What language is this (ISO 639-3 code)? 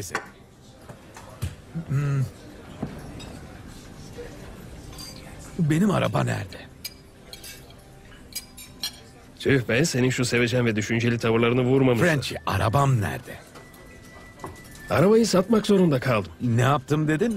tur